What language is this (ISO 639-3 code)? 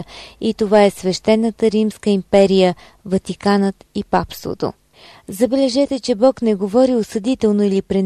bul